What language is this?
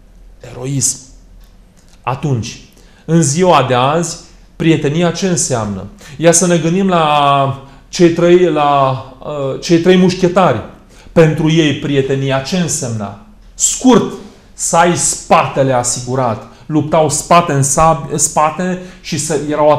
Romanian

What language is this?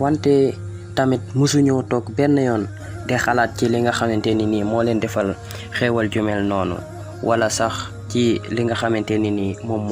Wolof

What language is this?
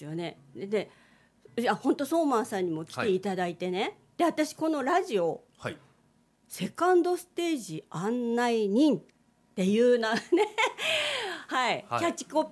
Japanese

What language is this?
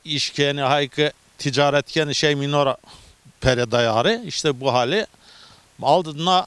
Zaza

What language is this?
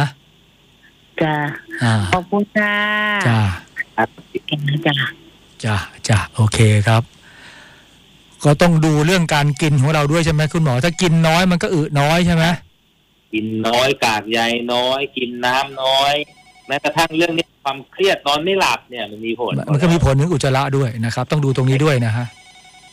Thai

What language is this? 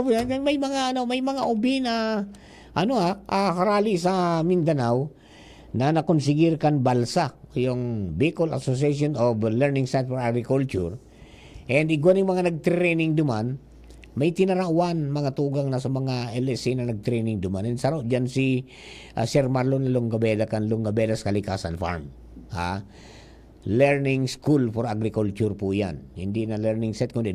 Bikol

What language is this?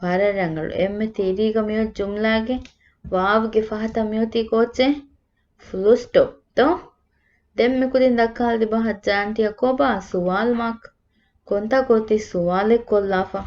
Divehi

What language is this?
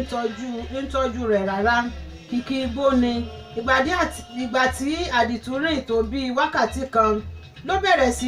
Yoruba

